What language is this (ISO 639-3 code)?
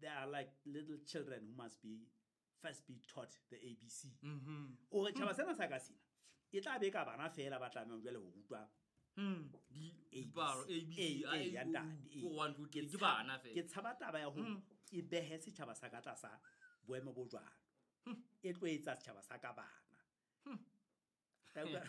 sot